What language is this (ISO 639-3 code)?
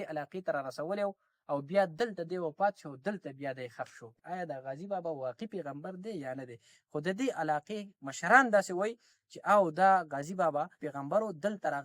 pus